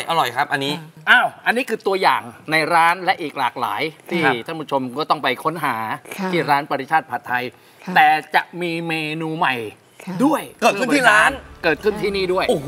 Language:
Thai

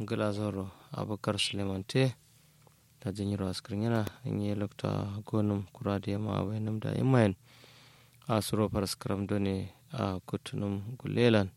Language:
Kanuri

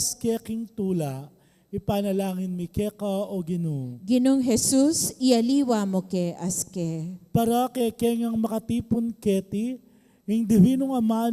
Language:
Pampanga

